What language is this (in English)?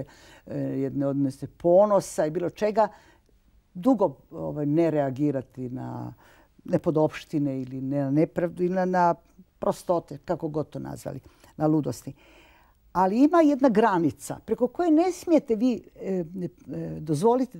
Croatian